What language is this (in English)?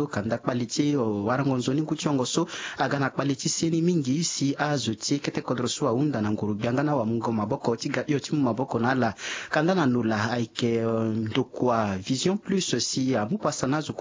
Sango